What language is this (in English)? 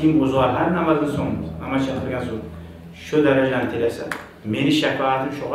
Kumyk